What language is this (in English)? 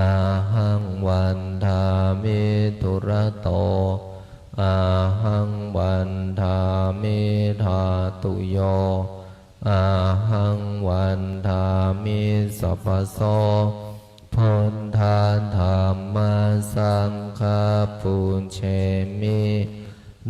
Pali